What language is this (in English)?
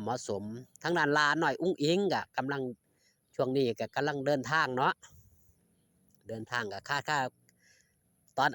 Lao